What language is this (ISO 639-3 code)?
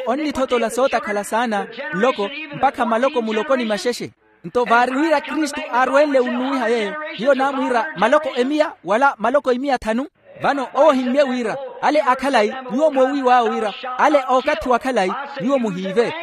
vmw